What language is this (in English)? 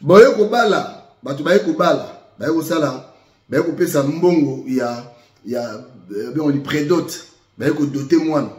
Lingala